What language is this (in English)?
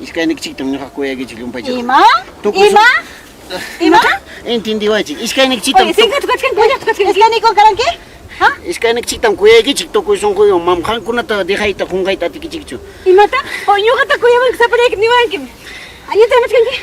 Ayacucho Quechua